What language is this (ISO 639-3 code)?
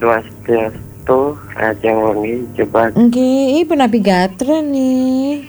ban